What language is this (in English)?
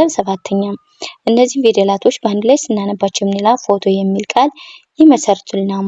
Amharic